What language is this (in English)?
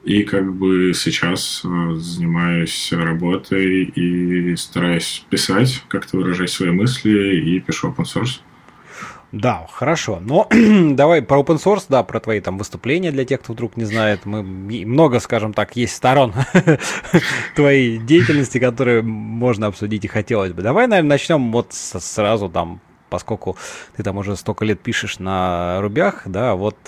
Russian